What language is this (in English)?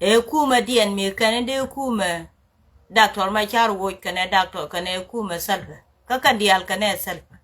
Nuer